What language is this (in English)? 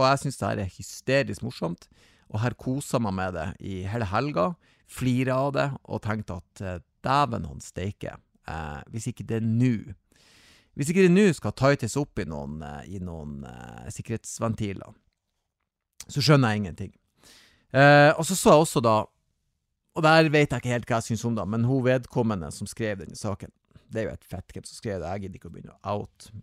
Norwegian